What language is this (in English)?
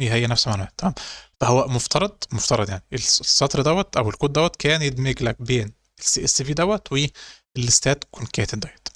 Egyptian Arabic